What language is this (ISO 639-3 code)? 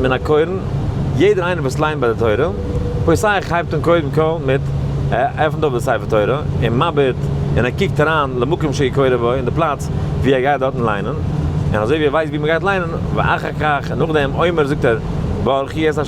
yid